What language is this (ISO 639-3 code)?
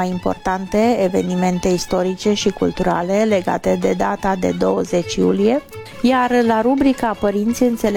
ron